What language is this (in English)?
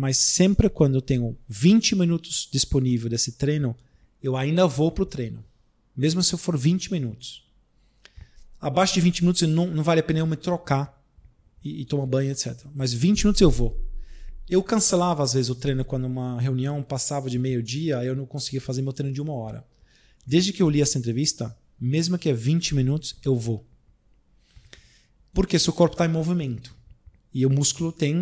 Portuguese